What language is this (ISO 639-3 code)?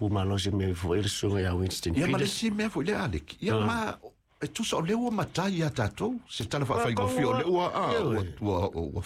smo